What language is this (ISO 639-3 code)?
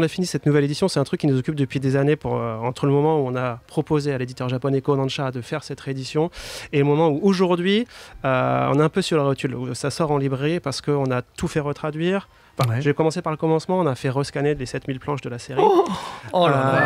fra